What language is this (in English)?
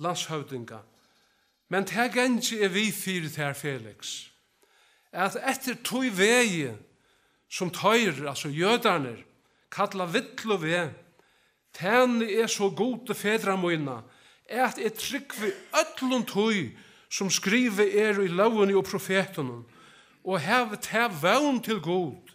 Faroese